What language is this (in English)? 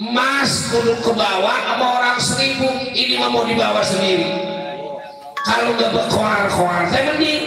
Betawi